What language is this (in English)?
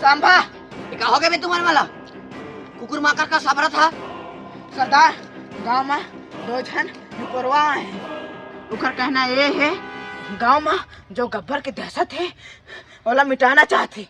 Chhattisgarhi